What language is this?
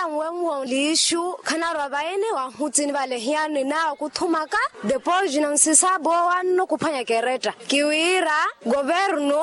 Makhuwa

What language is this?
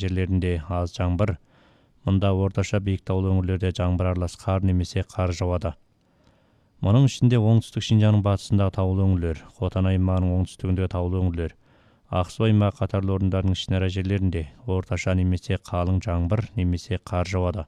Kazakh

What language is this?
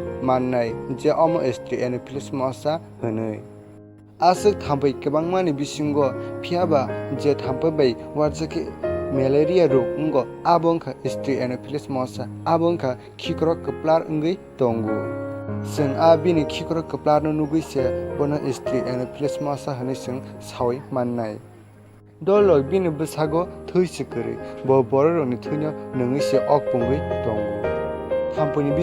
Kok Borok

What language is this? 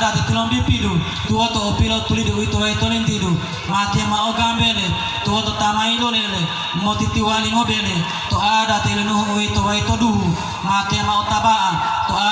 Gorontalo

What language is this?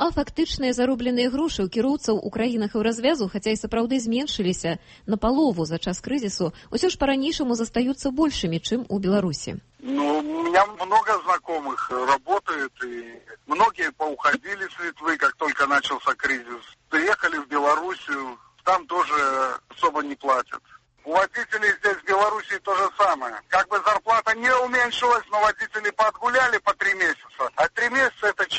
Belarusian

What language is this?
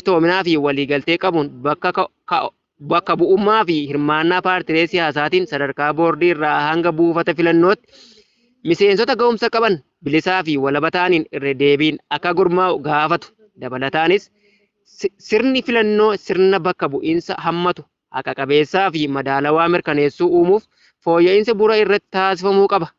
Oromo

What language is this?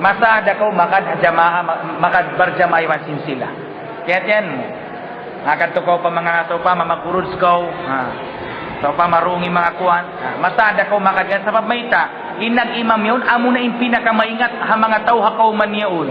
Tausug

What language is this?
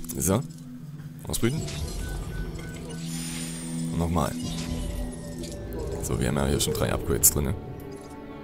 German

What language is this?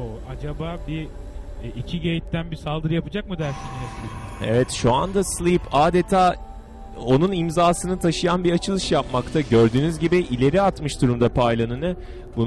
Turkish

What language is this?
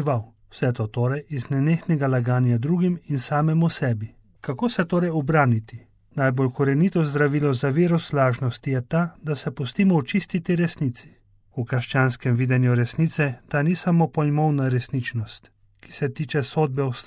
Slovenian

